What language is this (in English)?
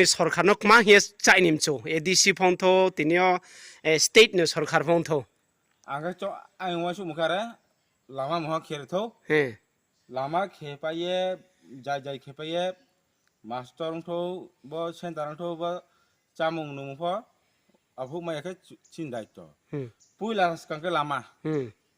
Riang (India)